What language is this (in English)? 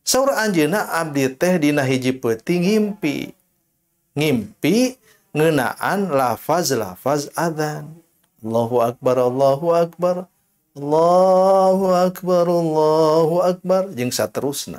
Sundanese